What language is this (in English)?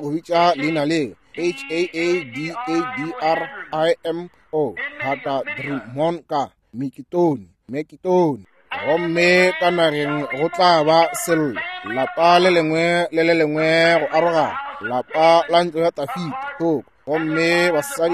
Northern Sotho